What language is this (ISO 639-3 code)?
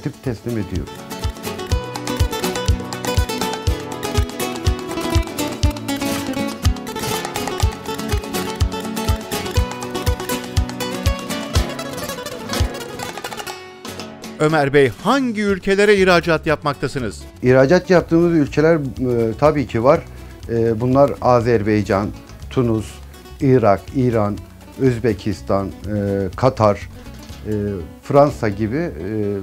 tur